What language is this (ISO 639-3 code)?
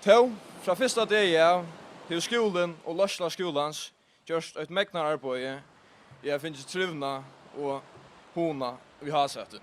fao